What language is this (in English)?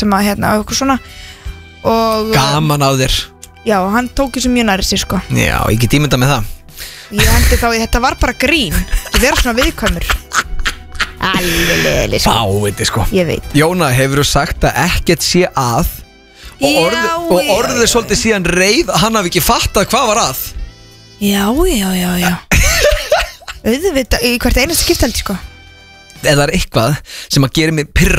Icelandic